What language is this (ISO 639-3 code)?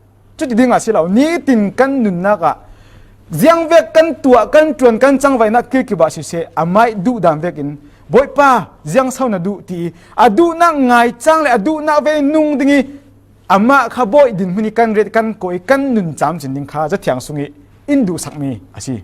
cfm